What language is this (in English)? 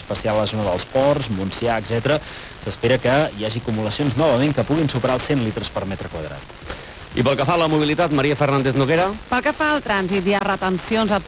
Catalan